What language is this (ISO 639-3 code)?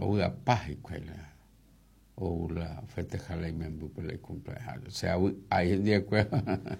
grn